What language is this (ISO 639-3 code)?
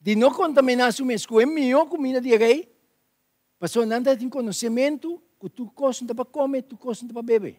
pap